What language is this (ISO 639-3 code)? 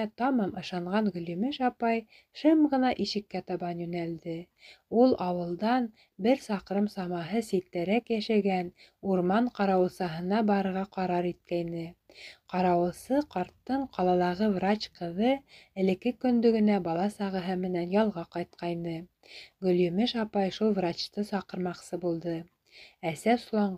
bak